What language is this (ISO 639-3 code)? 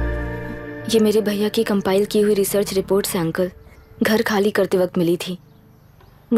hin